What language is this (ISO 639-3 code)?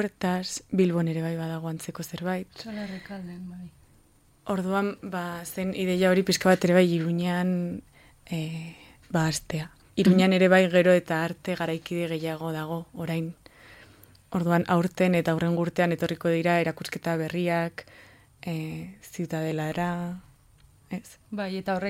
eus